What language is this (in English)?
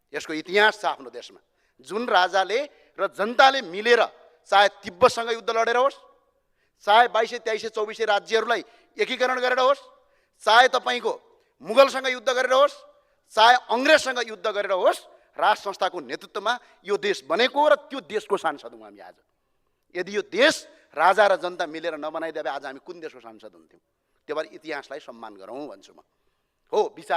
Nepali